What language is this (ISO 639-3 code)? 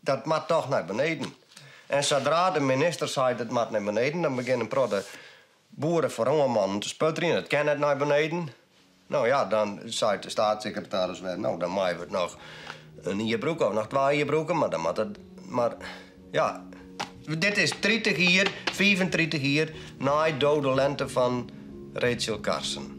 fry